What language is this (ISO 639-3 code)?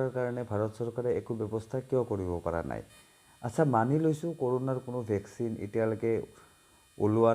asm